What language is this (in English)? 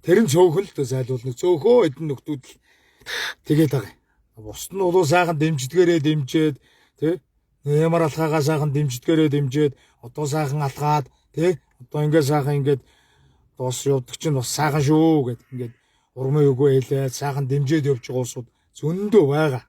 Mongolian